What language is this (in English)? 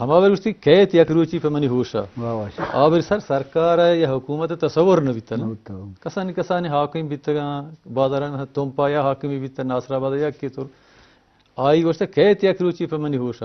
Eastern Balochi